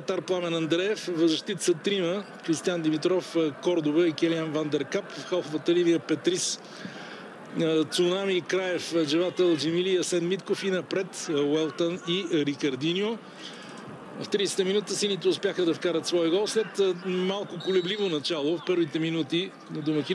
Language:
Bulgarian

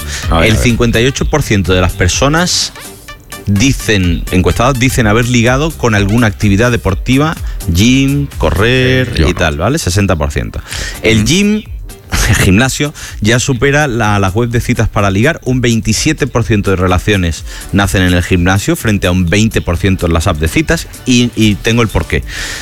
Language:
Spanish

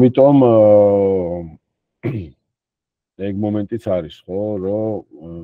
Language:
Georgian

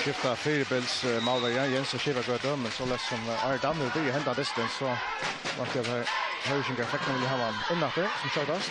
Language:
Faroese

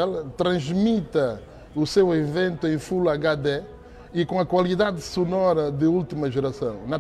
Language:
Portuguese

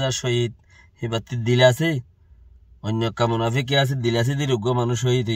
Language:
Rohingya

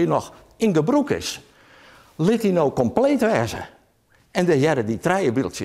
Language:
Western Frisian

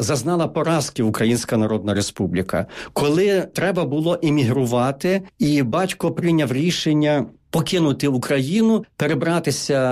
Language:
Ukrainian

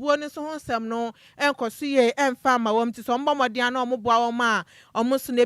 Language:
Akan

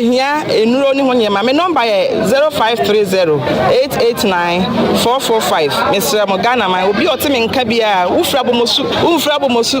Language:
Akan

